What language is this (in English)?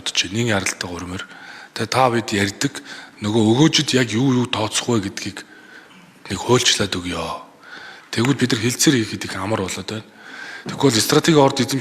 Mongolian